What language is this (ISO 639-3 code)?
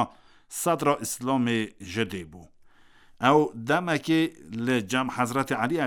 kur